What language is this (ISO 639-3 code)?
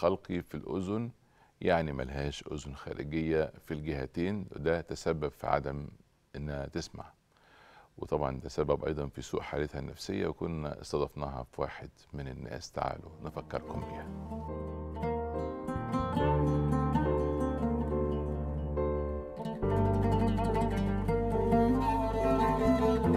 arz